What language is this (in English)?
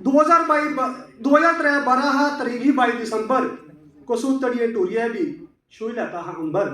Dogri